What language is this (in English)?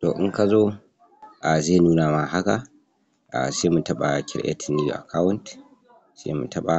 Hausa